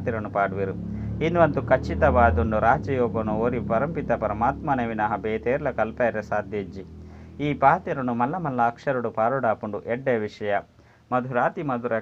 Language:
Tulu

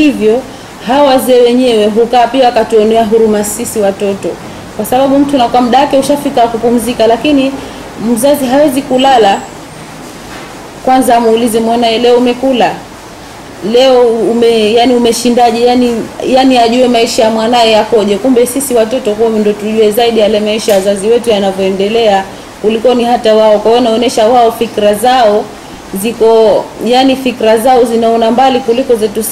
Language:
Swahili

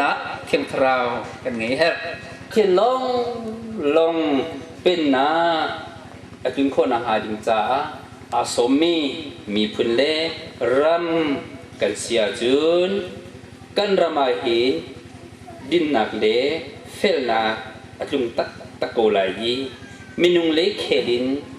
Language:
Hakha Chin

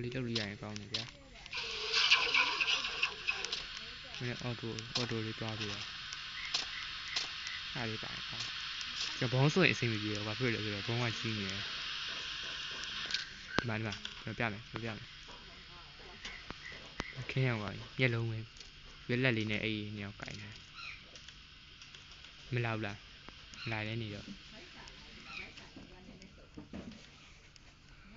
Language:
Burmese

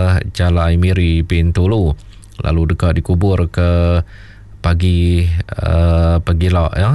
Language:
Iban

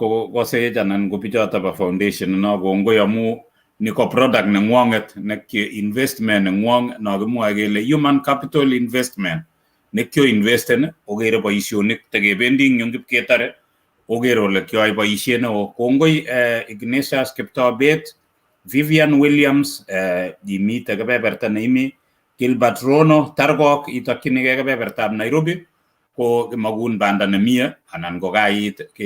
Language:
Kalenjin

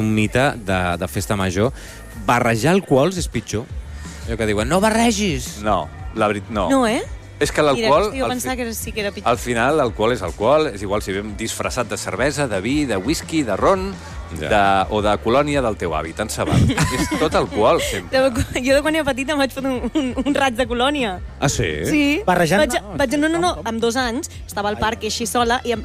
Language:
Catalan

